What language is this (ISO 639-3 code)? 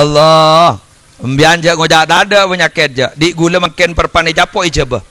mad